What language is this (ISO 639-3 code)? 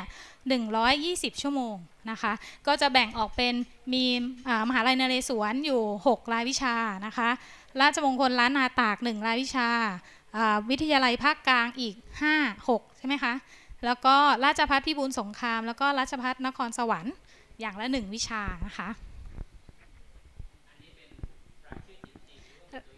tha